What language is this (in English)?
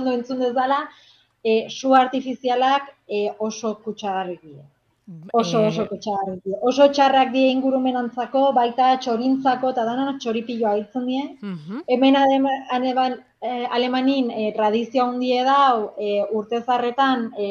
Basque